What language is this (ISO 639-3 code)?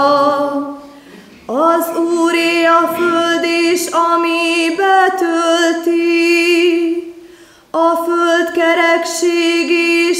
hun